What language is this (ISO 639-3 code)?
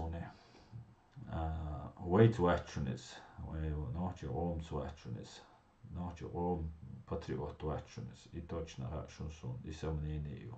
che